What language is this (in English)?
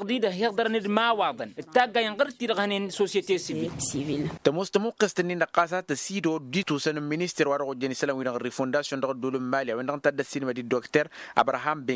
Tamasheq